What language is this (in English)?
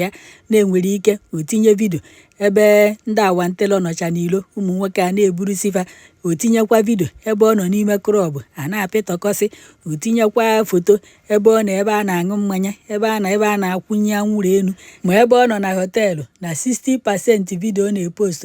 Igbo